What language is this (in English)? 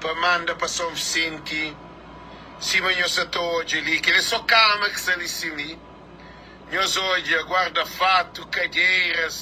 Kabuverdianu